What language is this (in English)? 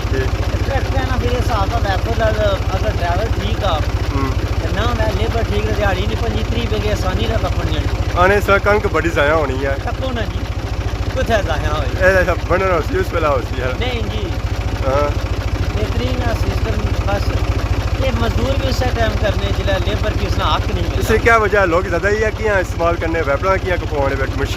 Pahari-Potwari